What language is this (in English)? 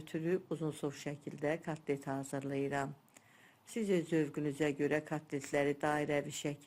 Azerbaijani